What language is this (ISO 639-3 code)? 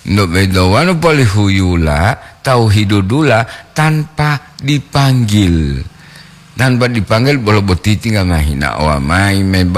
gor